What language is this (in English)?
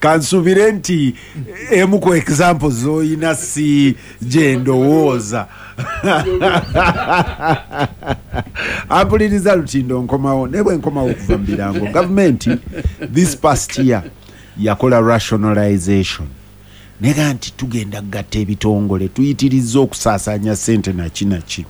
Ganda